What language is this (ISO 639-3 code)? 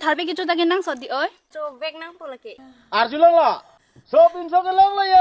mjw